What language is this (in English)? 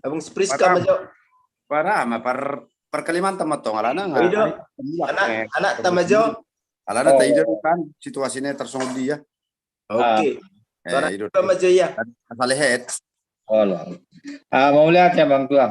Batak Toba